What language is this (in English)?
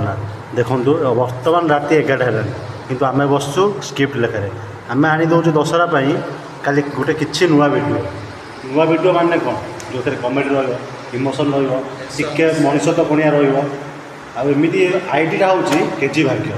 Odia